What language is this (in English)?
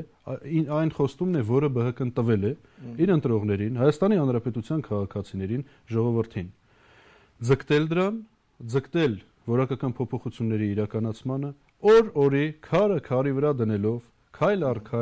Armenian